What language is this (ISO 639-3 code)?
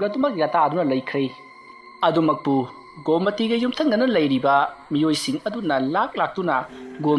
mni